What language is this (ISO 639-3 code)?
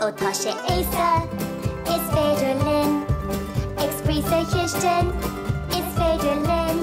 gle